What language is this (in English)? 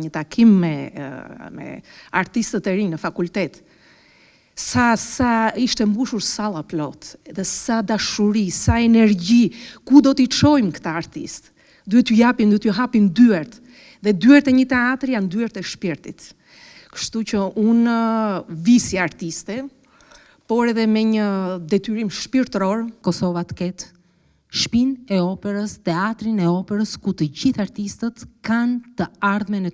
Albanian